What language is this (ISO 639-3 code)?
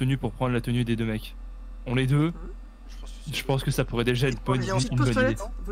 fra